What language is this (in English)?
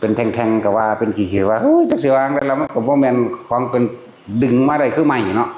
Northeastern Thai